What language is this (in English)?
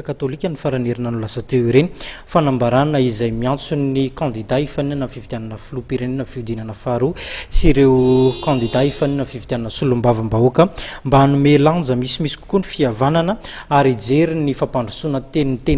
Malagasy